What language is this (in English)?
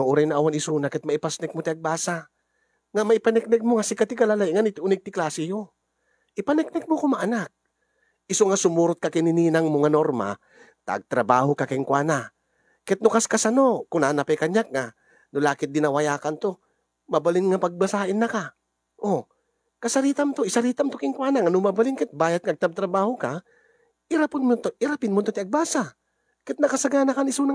Iloko